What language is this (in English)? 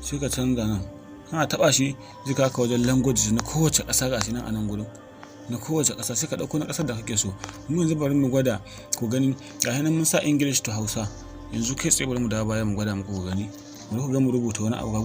Hausa